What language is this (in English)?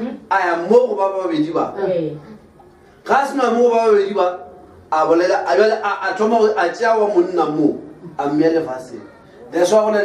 Northern Sotho